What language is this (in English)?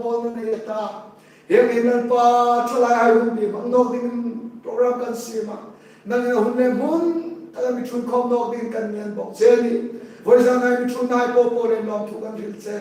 Hmar